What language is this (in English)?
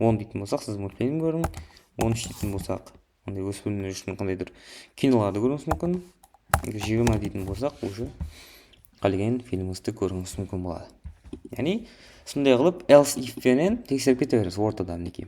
Kara-Kalpak